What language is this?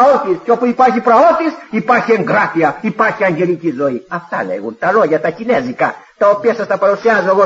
Greek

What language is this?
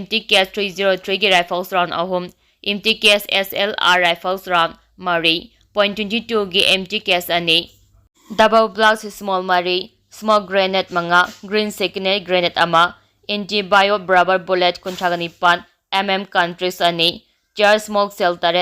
Manipuri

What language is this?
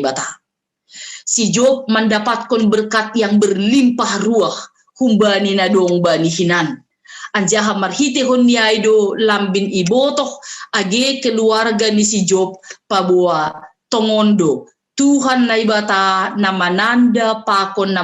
Batak Simalungun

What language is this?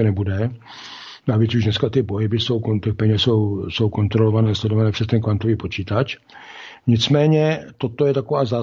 Czech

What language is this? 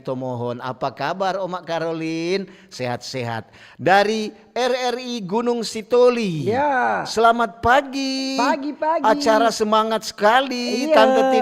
Manado Malay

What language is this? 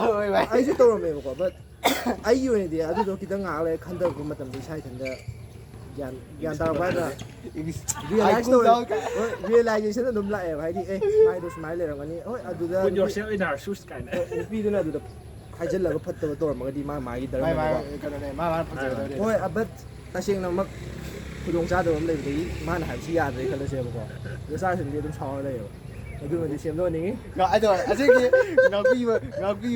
Manipuri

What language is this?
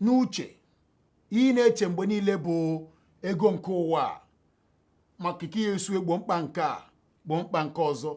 Igbo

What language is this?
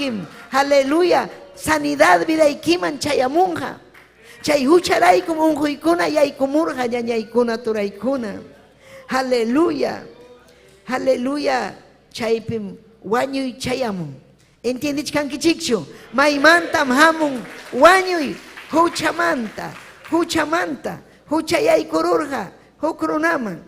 Ayacucho Quechua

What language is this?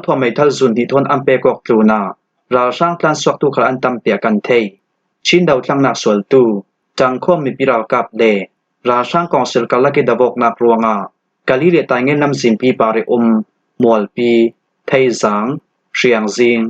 Falam Chin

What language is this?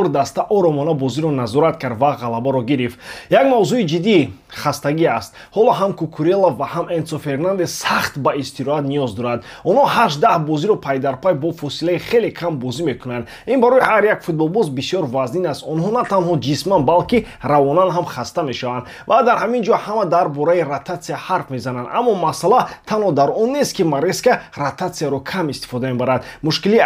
Tajik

